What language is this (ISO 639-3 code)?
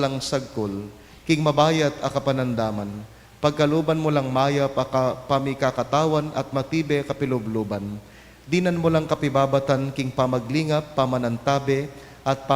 pam